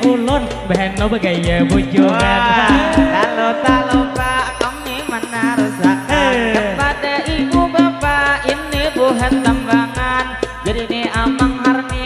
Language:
Banjar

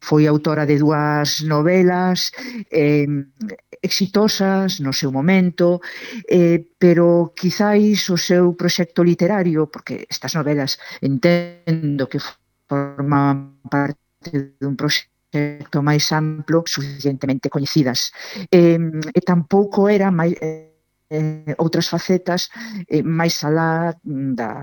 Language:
Galician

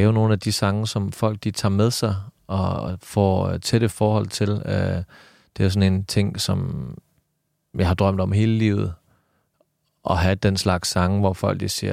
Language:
Danish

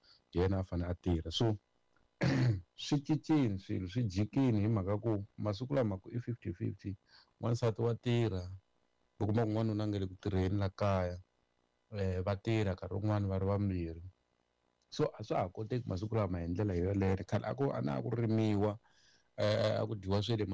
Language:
Tsonga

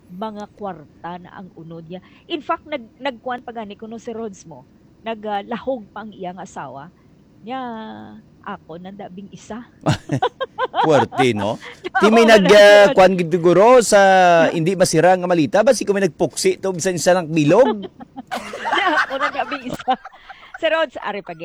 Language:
Hiligaynon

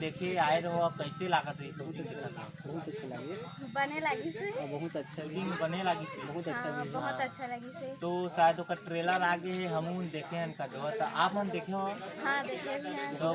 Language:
Chhattisgarhi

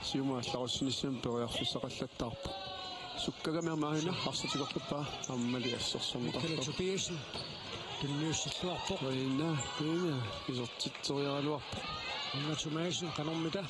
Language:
Kalaallisut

